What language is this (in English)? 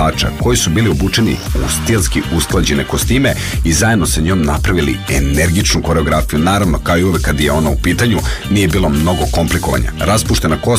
Serbian